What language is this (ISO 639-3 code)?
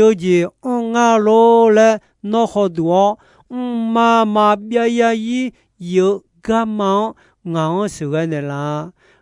ahk